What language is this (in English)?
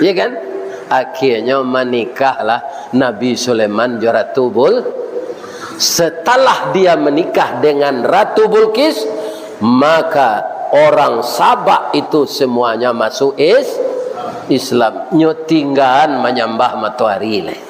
Minangkabau